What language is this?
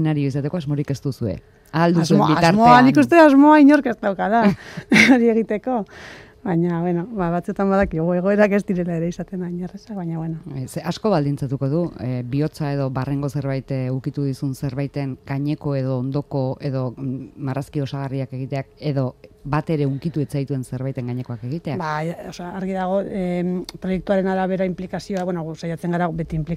Basque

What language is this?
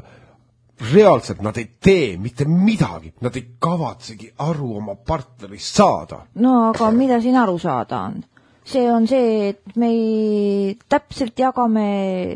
Estonian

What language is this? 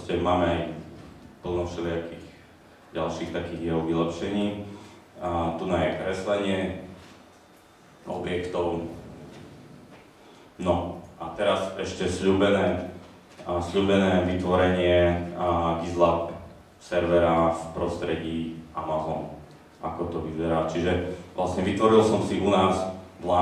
Slovak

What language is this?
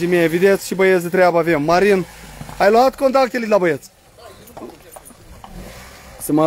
Romanian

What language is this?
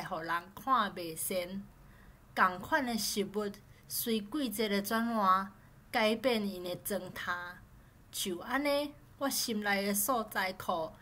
Min Nan Chinese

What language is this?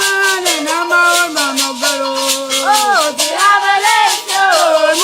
Ewe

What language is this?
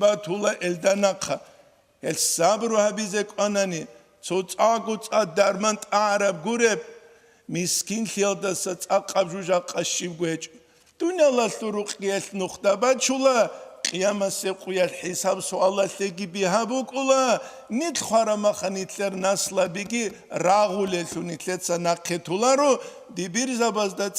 Avaric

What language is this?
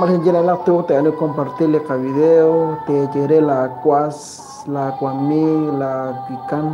Kekchí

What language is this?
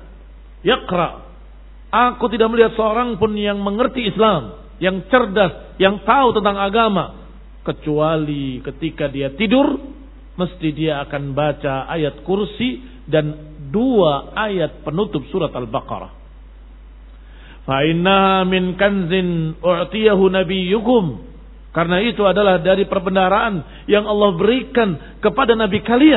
Indonesian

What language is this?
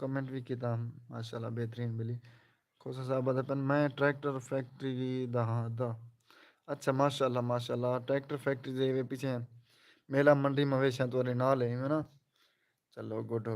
Saraiki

